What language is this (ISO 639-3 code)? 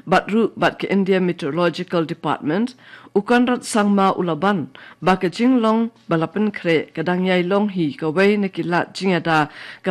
kha